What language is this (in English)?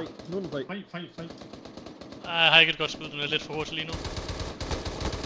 Danish